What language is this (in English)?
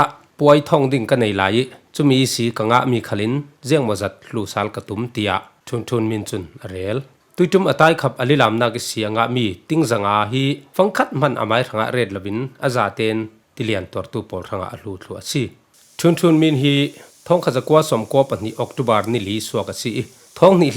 Falam Chin